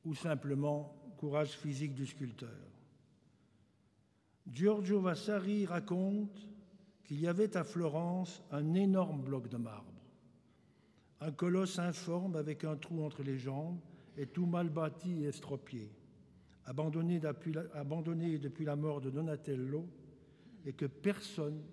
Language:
French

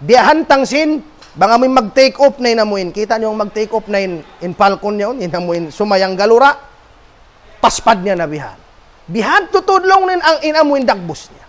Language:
Tausug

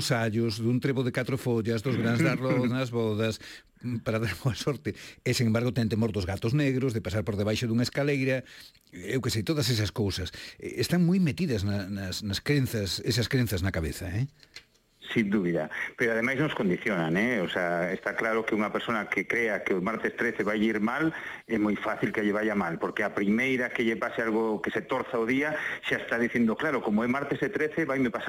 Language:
Galician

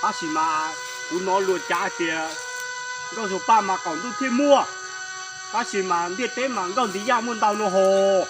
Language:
Hmong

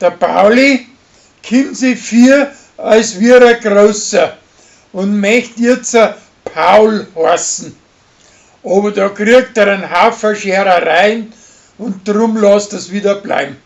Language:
Bavarian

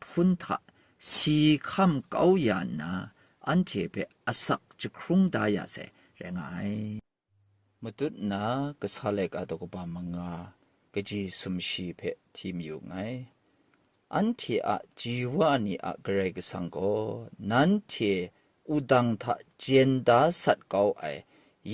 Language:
Kachin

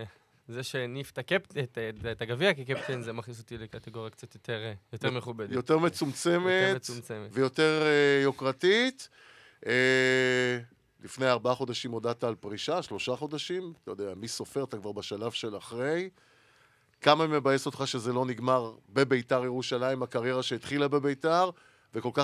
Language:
Hebrew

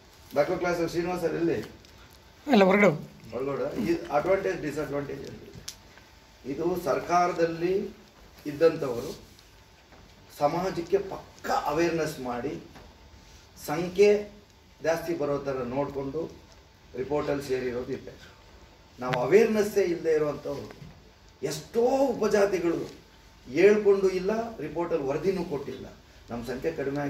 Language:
Kannada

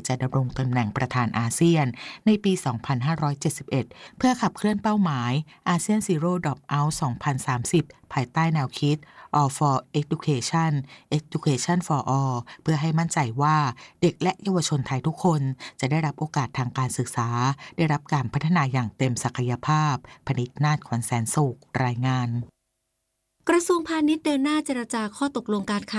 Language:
Thai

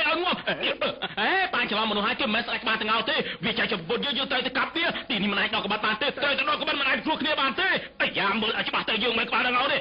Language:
Khmer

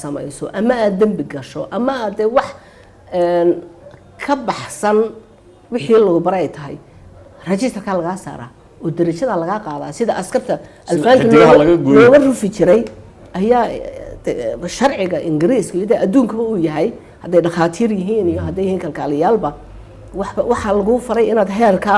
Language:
Somali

